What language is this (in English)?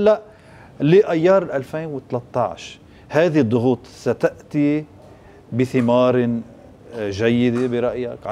North Levantine Arabic